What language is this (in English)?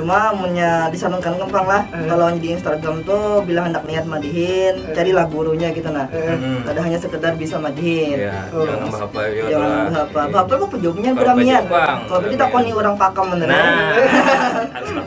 Banjar